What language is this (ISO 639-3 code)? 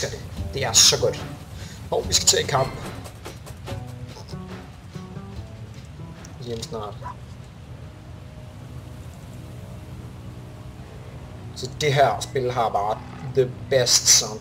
dan